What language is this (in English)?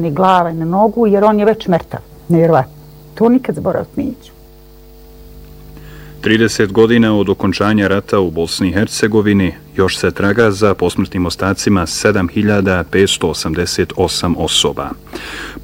Bosnian